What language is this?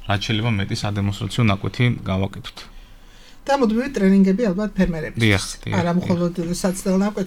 Georgian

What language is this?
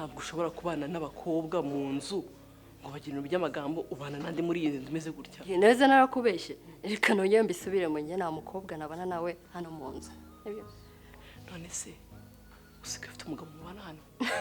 Kinyarwanda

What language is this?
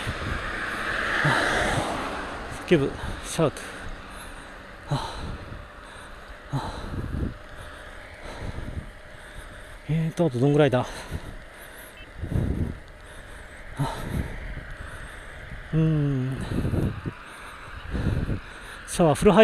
Japanese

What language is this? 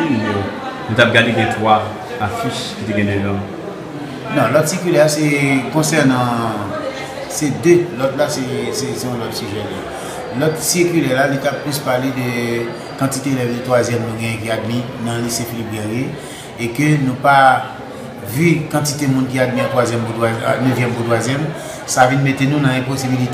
Haitian Creole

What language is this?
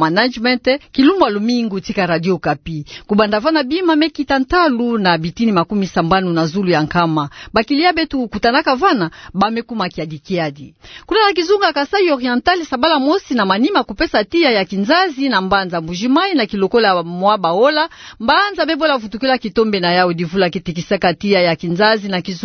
Kituba (Democratic Republic of Congo)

